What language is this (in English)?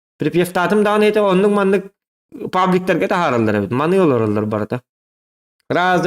Yakut